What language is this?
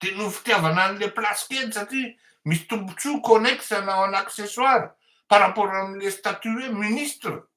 Malagasy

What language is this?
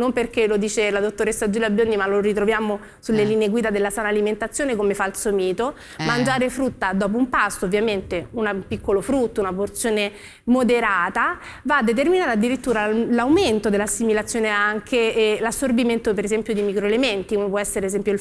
Italian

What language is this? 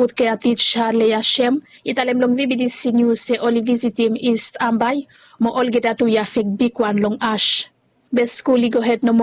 Bislama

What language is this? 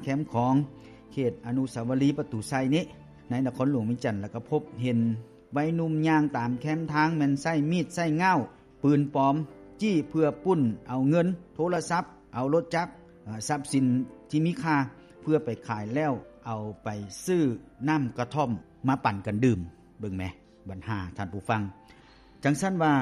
Lao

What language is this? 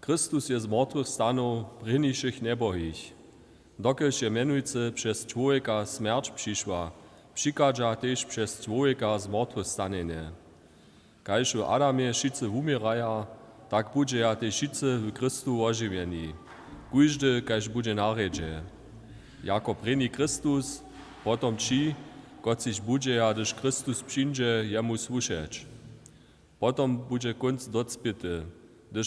Upper Sorbian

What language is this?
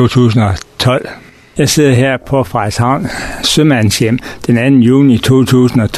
Danish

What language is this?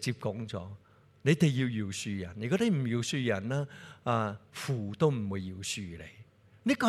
Cantonese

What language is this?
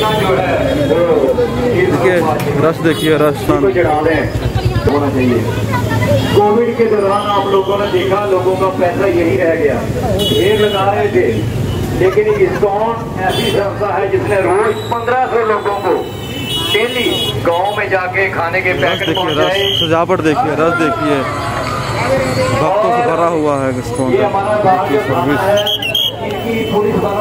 Hindi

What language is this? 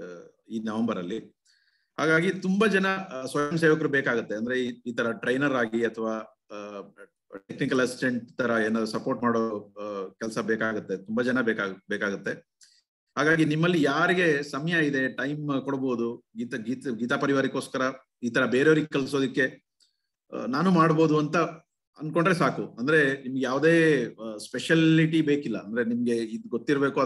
Kannada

